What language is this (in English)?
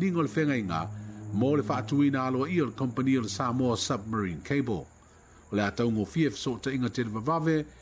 Samoan